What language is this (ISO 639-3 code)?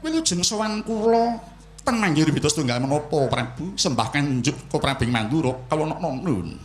jav